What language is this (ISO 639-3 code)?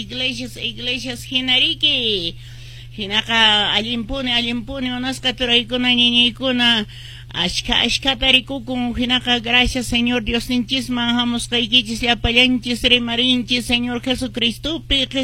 que